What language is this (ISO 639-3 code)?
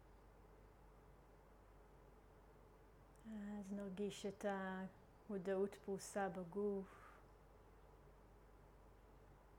heb